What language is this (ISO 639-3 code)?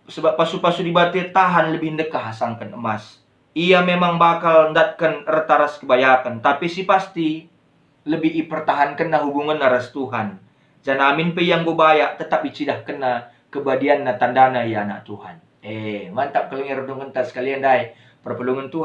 btx